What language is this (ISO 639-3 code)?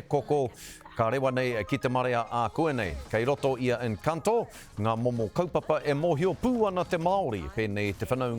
mri